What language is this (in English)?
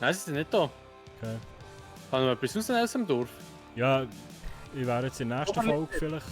Swiss German